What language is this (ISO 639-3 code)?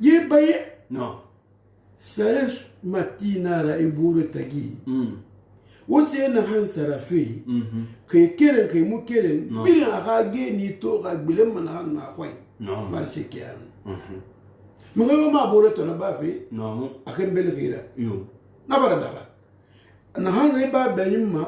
sus